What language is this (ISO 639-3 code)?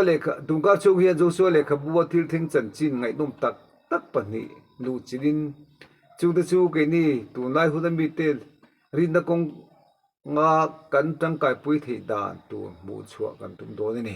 lus